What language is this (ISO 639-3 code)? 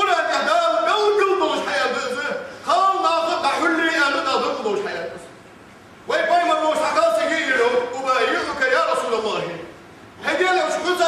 inh